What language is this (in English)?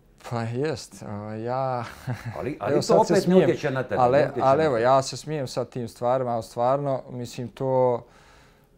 Bosnian